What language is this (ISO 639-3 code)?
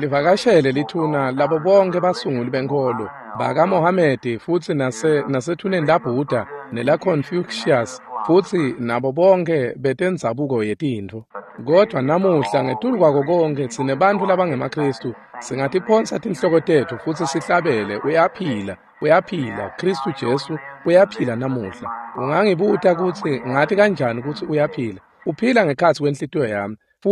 ssw